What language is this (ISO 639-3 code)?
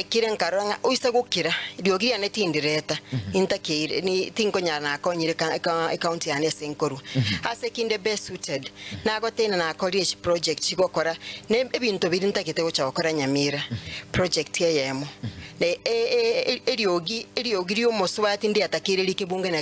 guz